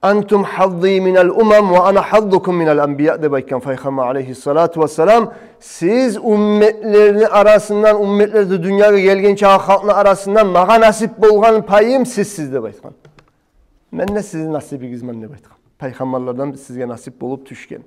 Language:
Kumyk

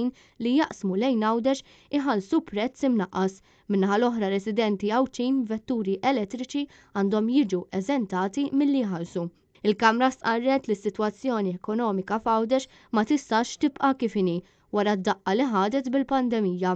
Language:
Maltese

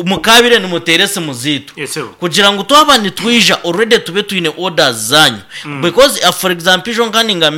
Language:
Nyankole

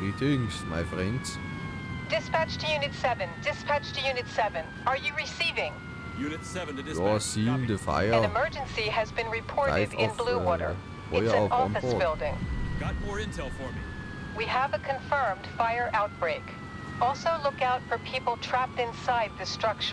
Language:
Bavarian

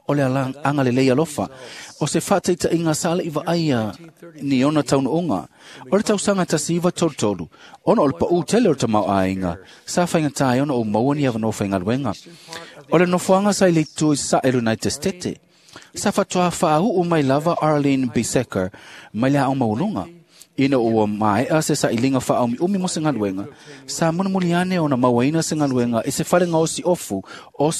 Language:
Samoan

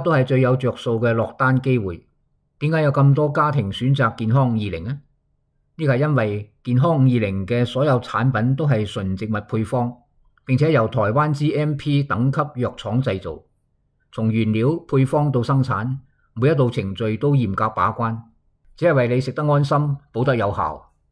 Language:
Cantonese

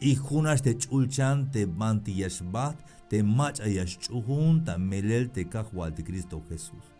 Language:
Tzeltal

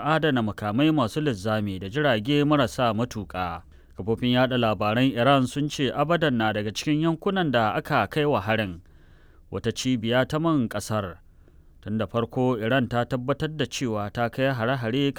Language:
Hausa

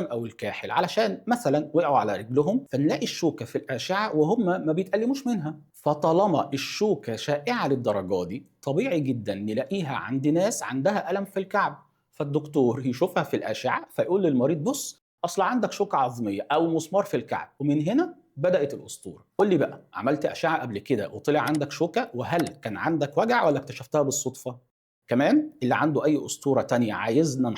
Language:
Egyptian Arabic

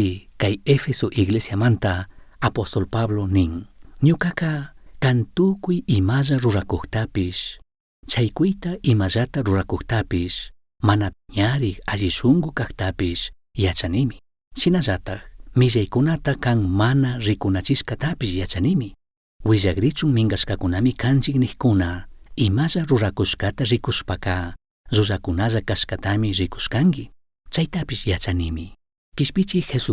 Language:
Chimborazo Highland Quichua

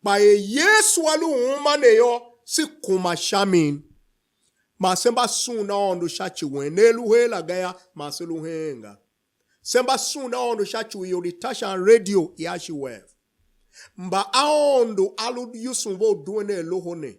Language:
Tiv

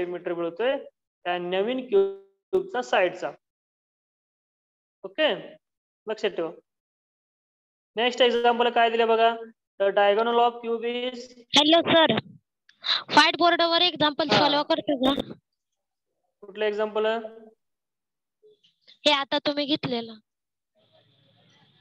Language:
Marathi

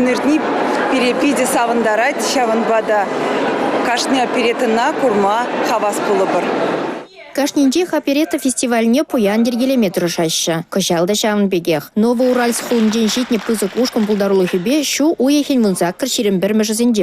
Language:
Chuvash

